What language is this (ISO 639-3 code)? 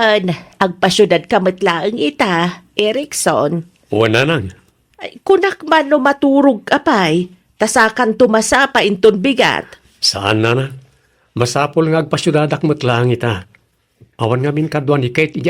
ilo